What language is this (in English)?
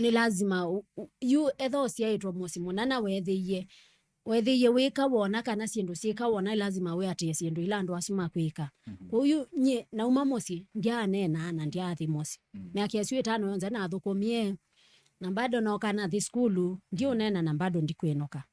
Kamba